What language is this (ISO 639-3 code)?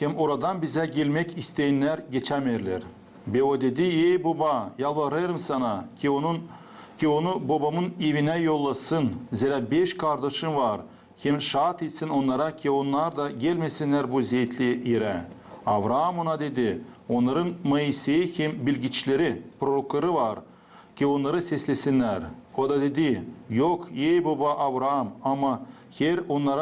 gag